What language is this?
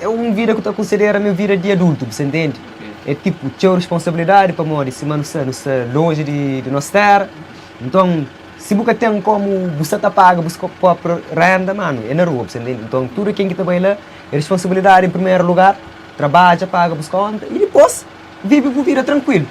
Kabuverdianu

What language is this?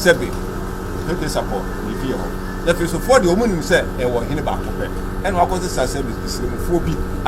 Akan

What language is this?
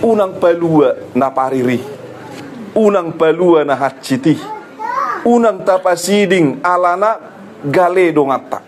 Batak Toba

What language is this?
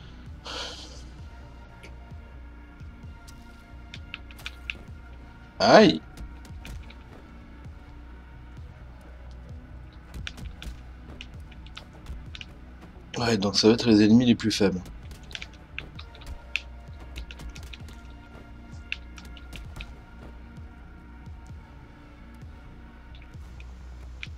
French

